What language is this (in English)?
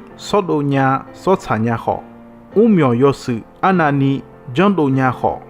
Akha